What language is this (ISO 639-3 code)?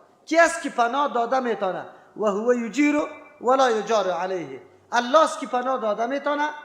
fas